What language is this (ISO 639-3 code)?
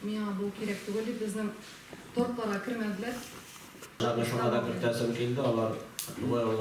tat